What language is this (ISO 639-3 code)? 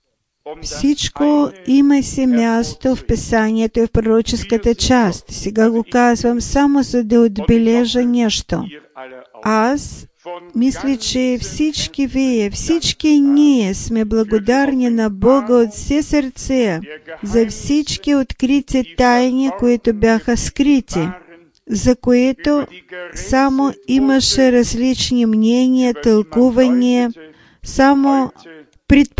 bul